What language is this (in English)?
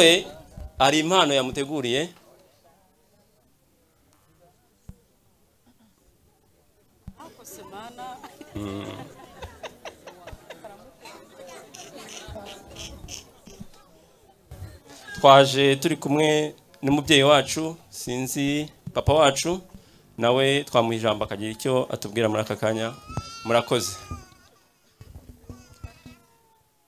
Kinyarwanda